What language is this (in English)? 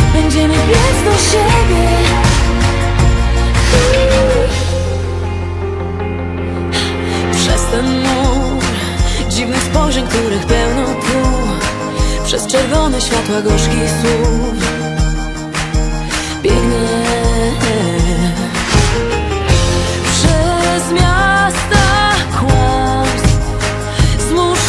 Polish